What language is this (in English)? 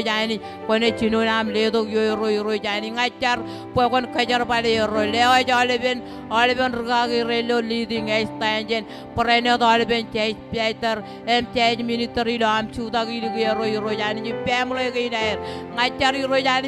Marshallese